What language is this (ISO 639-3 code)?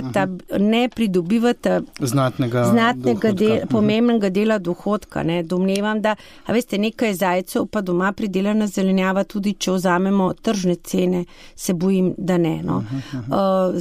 slv